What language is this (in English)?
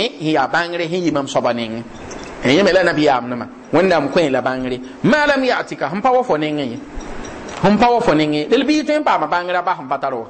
Mossi